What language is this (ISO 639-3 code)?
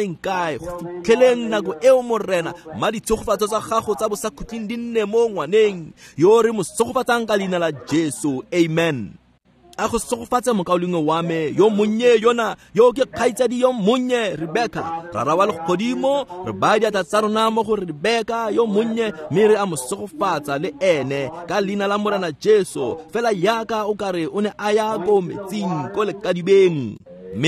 tsn